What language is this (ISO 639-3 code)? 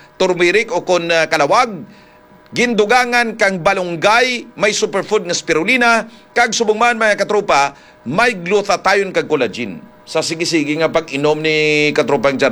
hil